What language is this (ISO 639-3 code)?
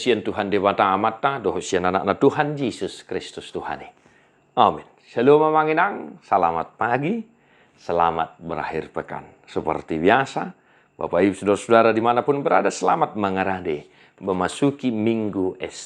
bbc